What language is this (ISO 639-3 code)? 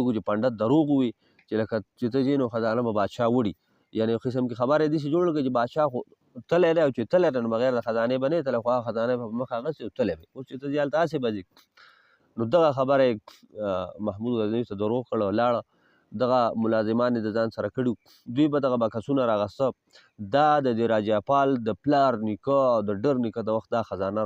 pus